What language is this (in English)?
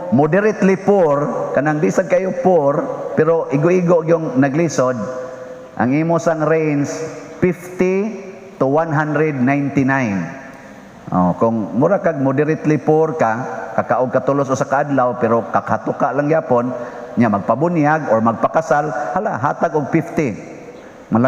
Cebuano